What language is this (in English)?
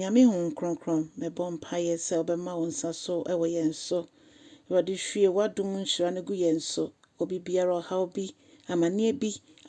Akan